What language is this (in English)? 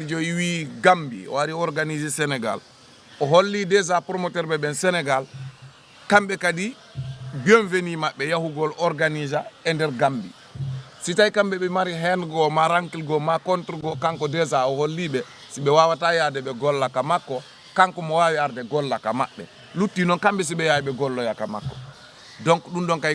Fula